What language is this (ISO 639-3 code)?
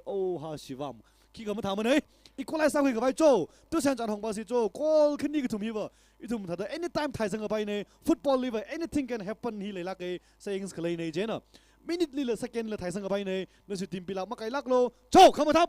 nmf